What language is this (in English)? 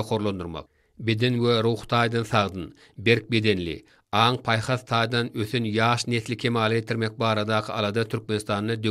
Turkmen